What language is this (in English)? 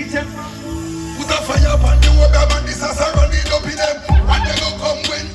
Jamaican Creole English